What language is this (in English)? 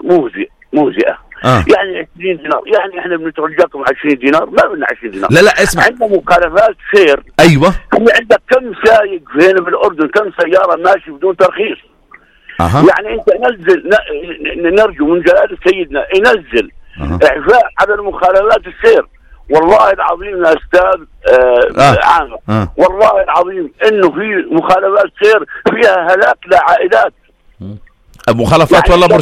North Levantine Arabic